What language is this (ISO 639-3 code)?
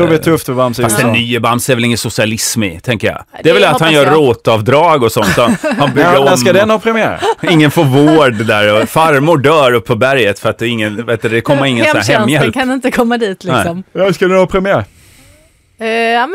swe